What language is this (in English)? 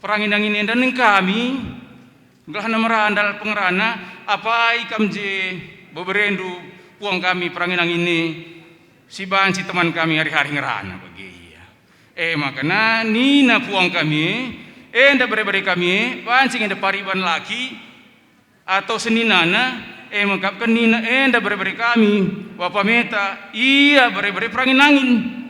Batak Karo